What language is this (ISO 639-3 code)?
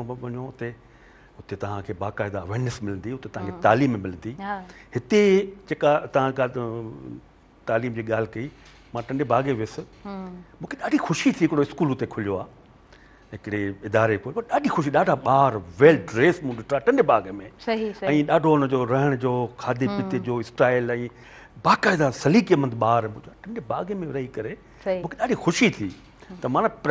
snd